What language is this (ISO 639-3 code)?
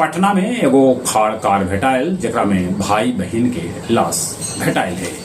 mag